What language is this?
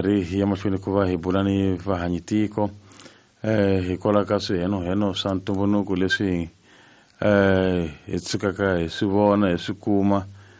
Tsonga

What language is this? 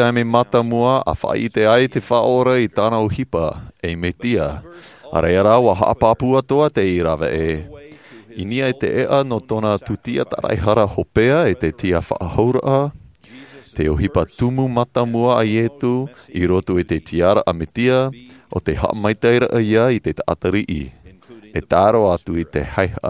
Tahitian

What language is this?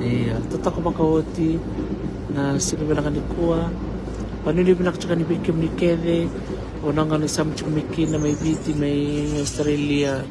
Fijian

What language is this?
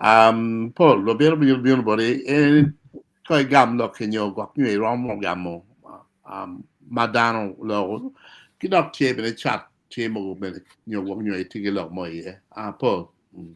Acoli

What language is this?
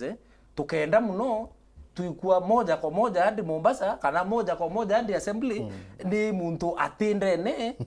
Meru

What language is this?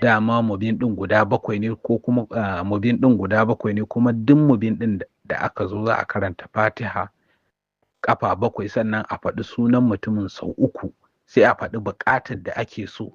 Hausa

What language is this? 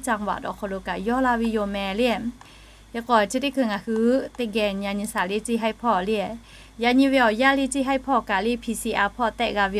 Lahu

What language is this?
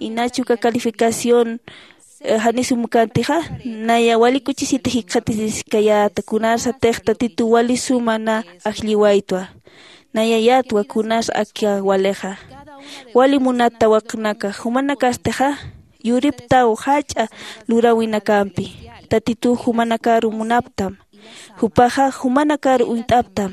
Aymara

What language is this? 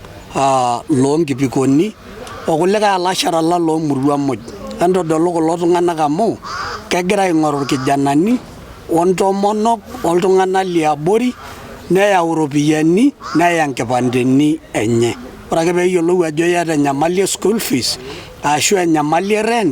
Masai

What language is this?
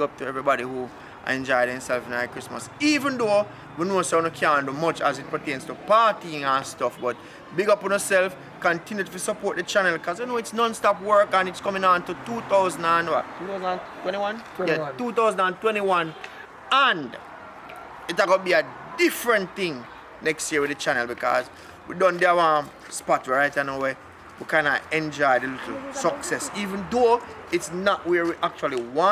Jamaican Creole English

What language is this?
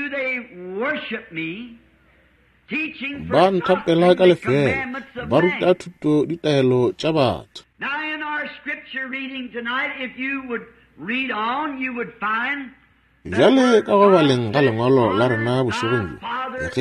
Northern Sotho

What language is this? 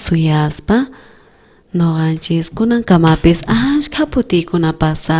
South Bolivian Quechua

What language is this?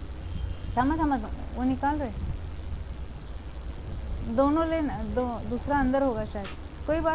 Hindi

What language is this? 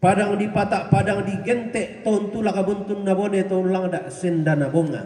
Toraja-Sa'dan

